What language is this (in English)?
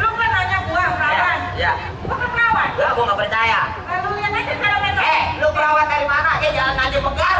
Betawi